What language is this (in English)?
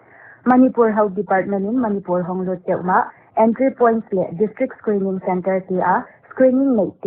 Paite Chin